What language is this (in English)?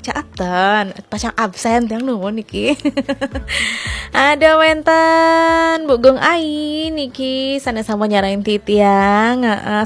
Balinese